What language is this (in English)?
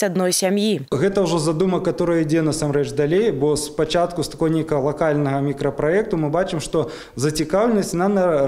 Belarusian